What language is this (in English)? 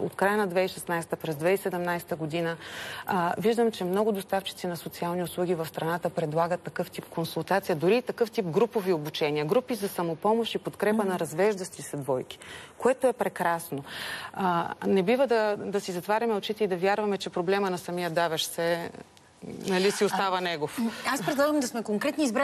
Bulgarian